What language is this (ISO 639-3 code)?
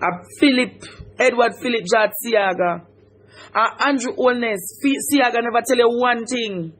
jam